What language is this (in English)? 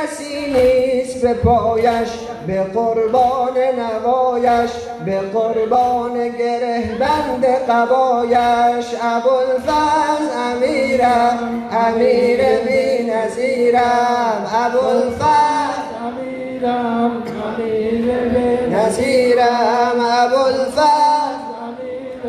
Persian